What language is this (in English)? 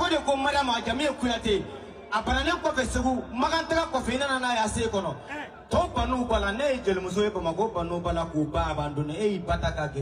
Bambara